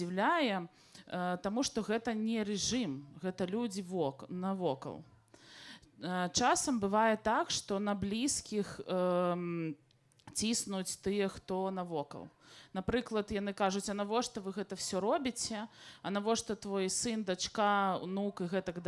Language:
Belarusian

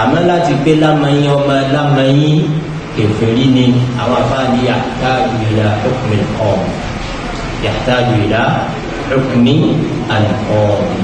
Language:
Yoruba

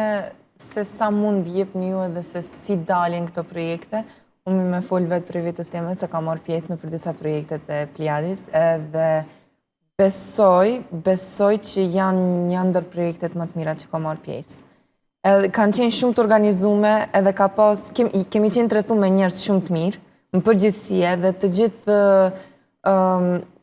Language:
Albanian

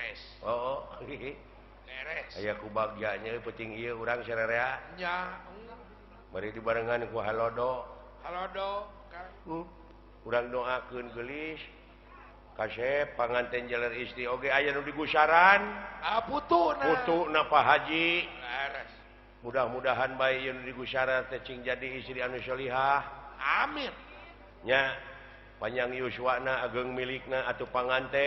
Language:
Sundanese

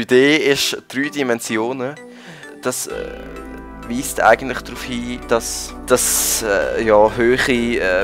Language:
Swiss German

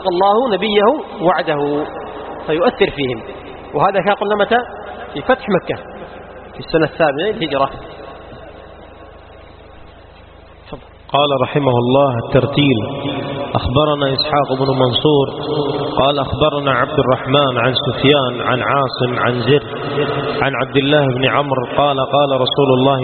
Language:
Arabic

